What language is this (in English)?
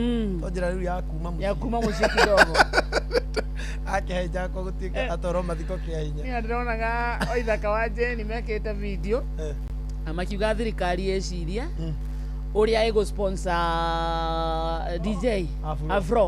Kikuyu